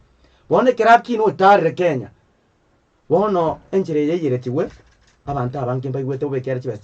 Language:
Gusii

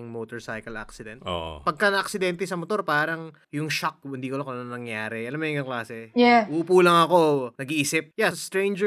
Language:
Filipino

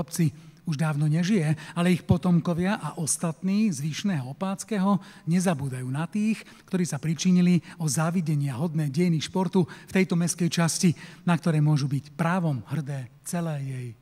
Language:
Slovak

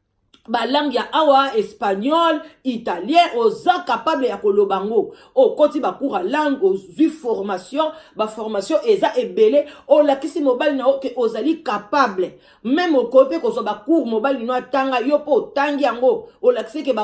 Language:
Lingala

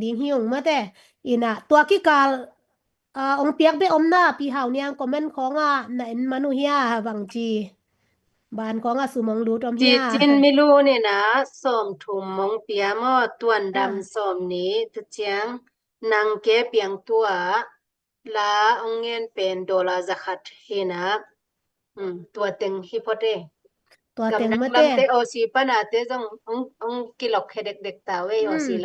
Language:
Tedim Chin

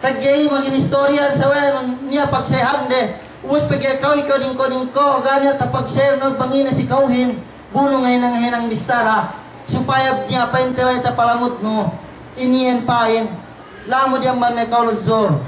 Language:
Yakan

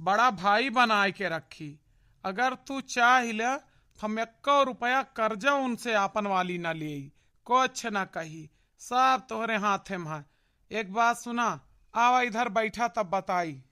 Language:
Awadhi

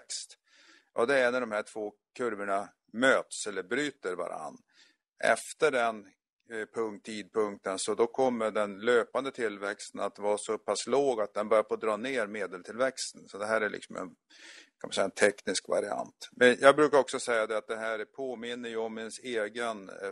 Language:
Swedish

